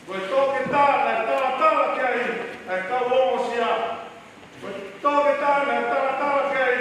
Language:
Tongan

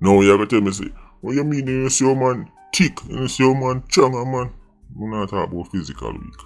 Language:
Jamaican Creole English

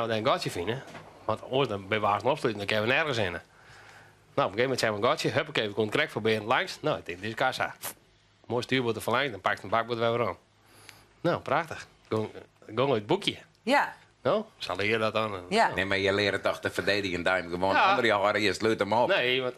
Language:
Western Frisian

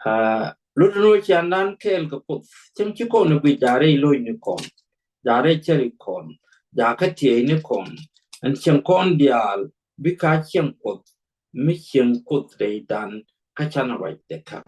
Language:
Nuer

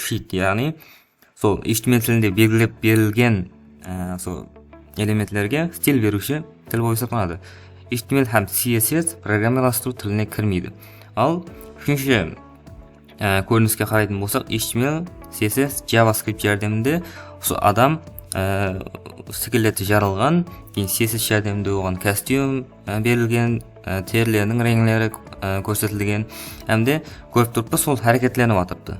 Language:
Kara-Kalpak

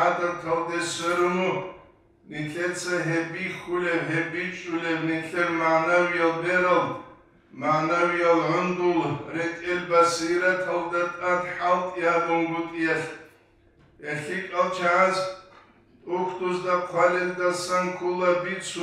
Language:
Avaric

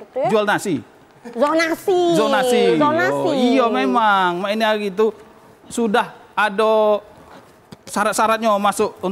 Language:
Musi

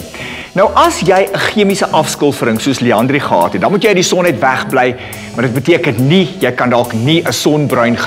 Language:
Afrikaans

